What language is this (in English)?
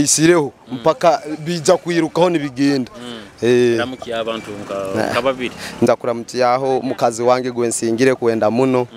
Nyoro